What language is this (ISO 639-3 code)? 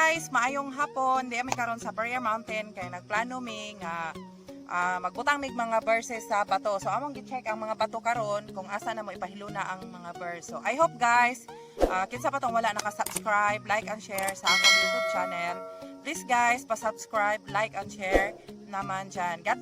ceb